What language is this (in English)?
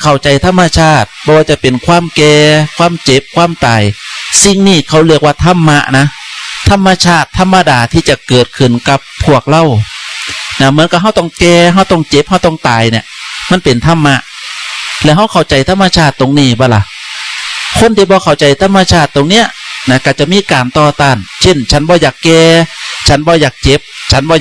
Northeastern Thai